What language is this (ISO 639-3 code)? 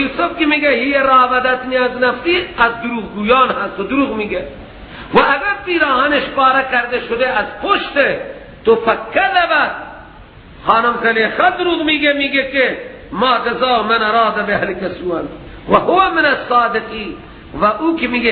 fas